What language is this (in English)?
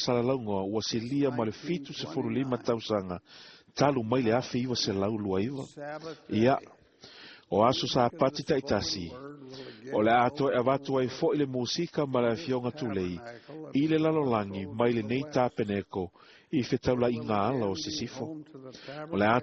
Samoan